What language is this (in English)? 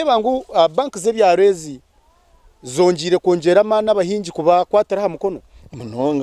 Nyankole